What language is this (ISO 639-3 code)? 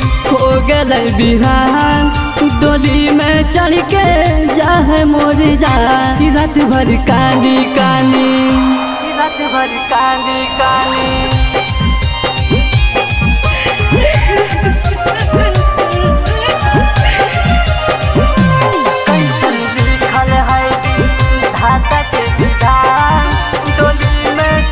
bho